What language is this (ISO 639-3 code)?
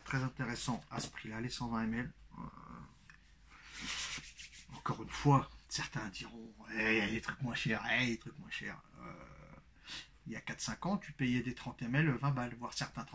fra